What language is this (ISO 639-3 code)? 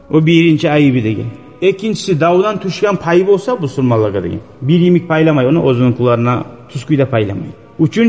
kum